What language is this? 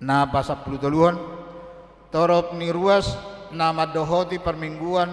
Batak Toba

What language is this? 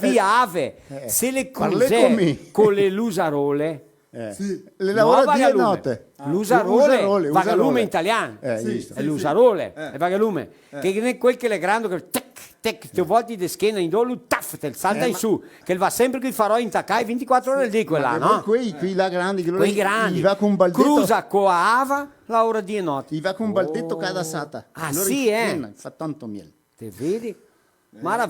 Venetian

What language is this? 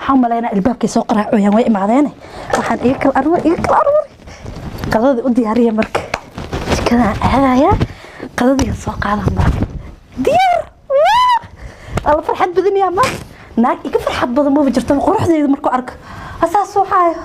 Somali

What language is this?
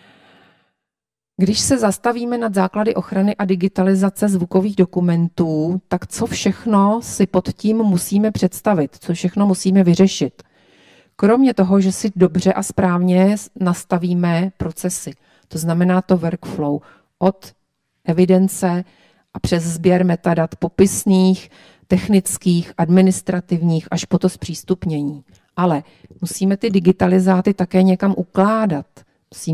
Czech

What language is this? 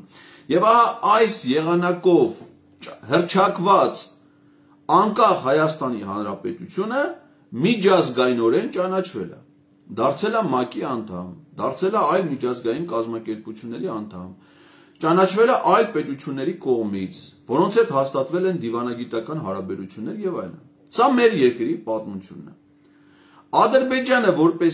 Armenian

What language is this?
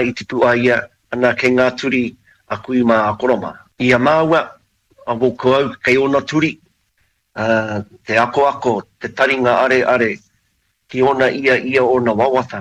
Māori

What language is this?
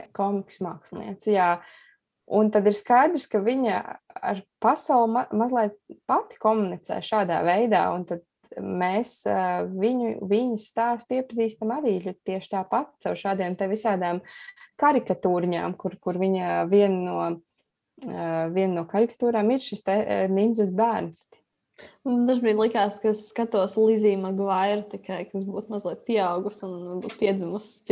Latvian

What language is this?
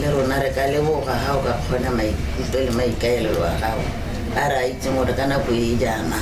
Tswana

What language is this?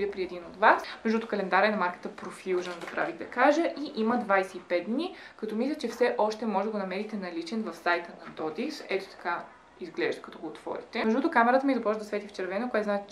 Bulgarian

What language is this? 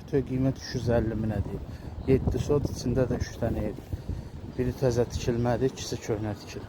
Azerbaijani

